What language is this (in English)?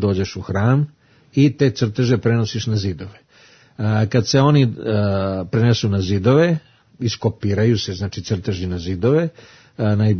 Serbian